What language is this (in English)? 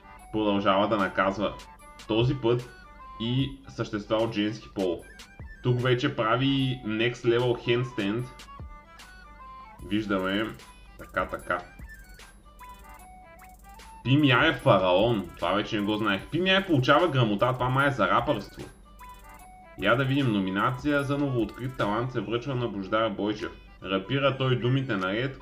Bulgarian